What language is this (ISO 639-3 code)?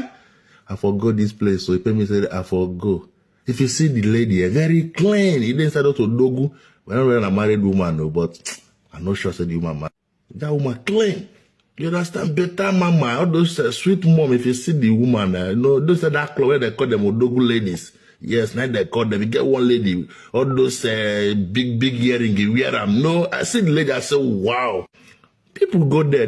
pcm